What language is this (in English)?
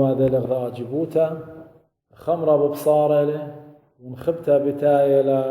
Assyrian Neo-Aramaic